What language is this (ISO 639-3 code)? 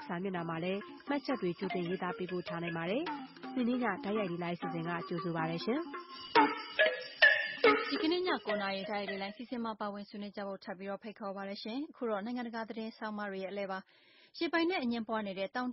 mya